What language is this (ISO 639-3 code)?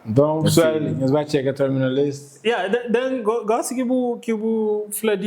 kea